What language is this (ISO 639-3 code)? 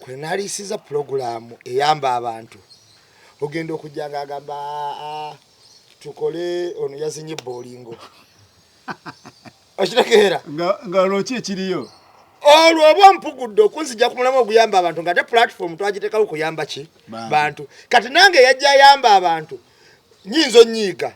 lug